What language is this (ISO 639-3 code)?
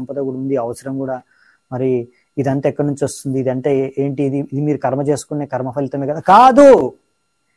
tel